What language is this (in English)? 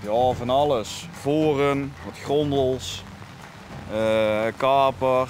Limburgish